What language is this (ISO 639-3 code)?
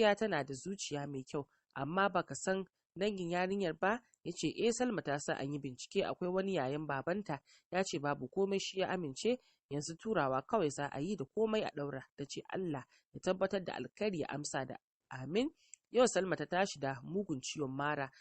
hau